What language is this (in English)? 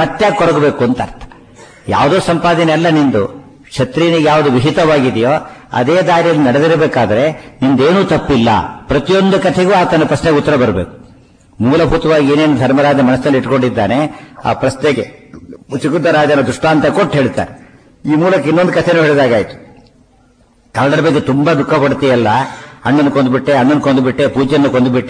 Kannada